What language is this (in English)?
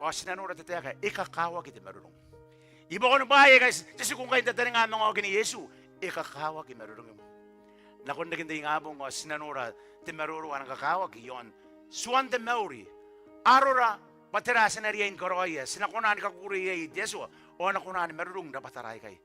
Gilbertese